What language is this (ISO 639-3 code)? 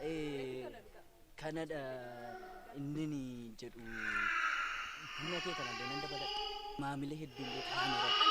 orm